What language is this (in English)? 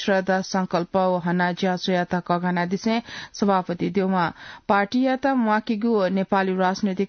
Newari